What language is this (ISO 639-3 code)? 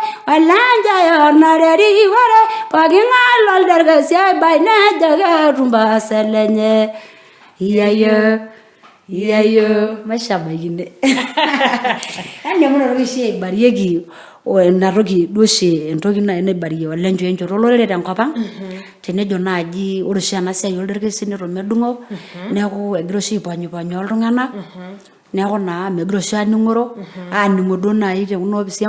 mas